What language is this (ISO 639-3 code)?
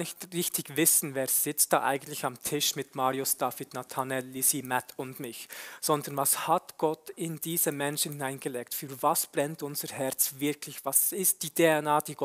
gsw